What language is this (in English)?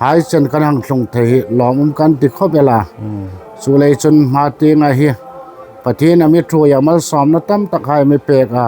Hmar